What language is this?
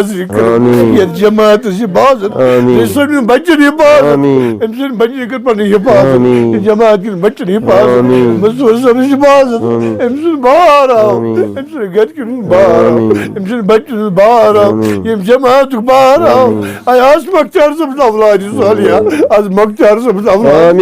Kashmiri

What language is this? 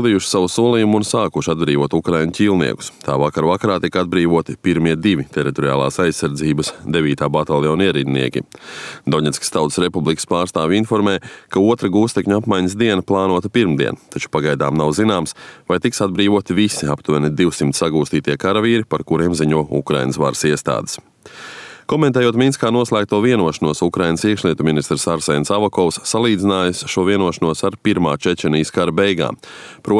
Latvian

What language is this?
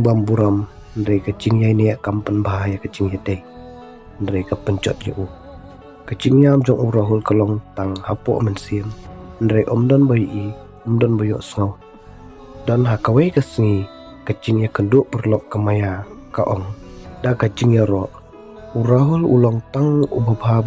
Khasi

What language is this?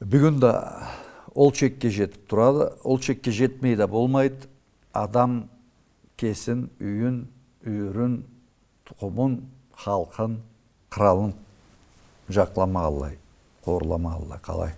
Karachay-Balkar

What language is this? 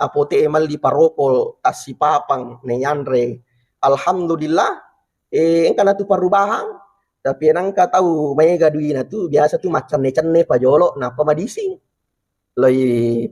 Buginese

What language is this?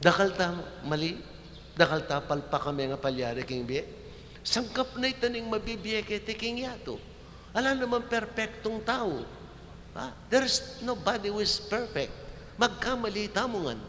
Pampanga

